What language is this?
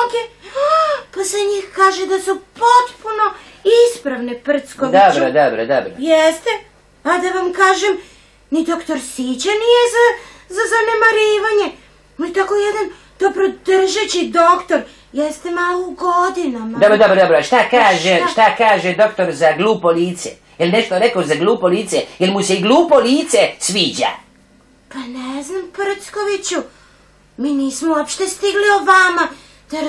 Serbian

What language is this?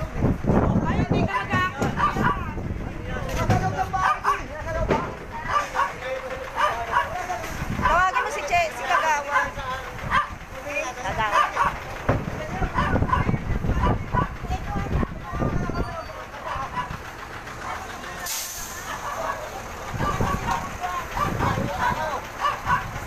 Filipino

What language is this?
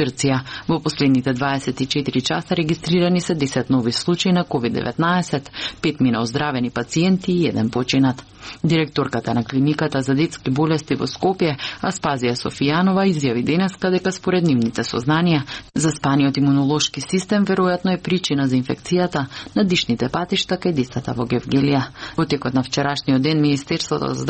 Macedonian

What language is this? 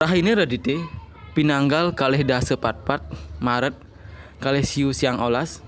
Balinese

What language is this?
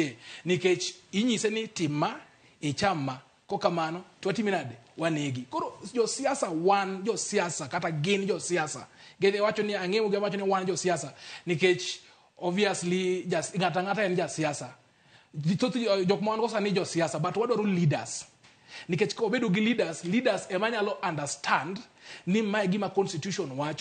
Luo (Kenya and Tanzania)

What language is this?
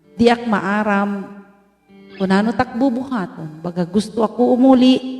Waray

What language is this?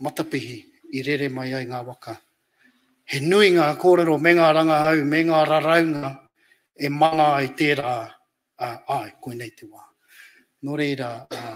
Māori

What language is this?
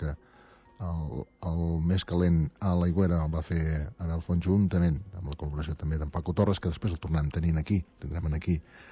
Catalan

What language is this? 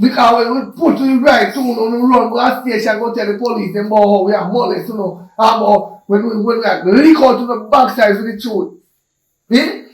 Jamaican Creole English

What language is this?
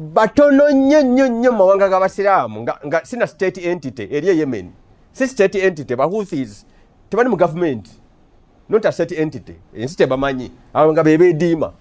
Ganda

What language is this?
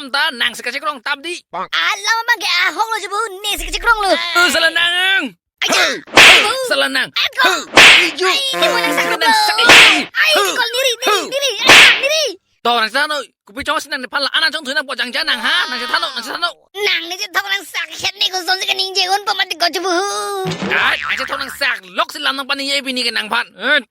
Karbi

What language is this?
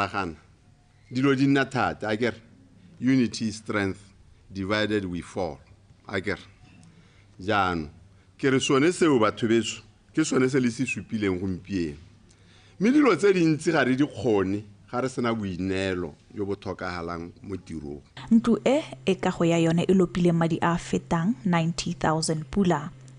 Tswana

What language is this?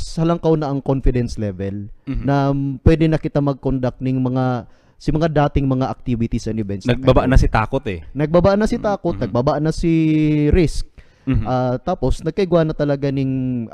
Bikol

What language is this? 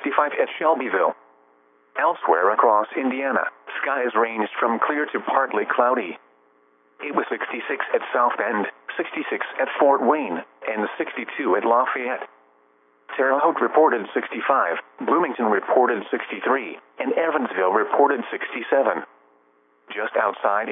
English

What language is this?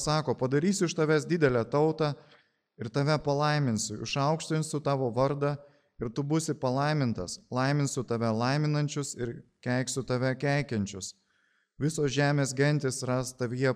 Lithuanian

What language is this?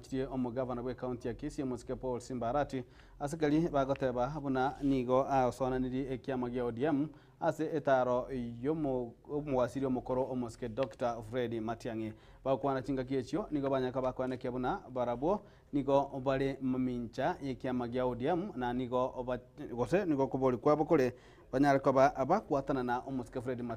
Gusii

